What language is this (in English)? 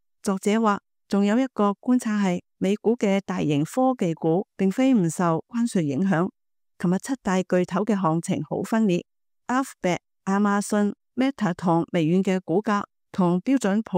Cantonese